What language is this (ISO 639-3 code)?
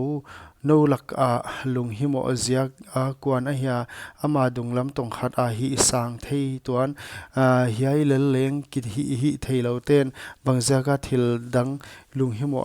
pck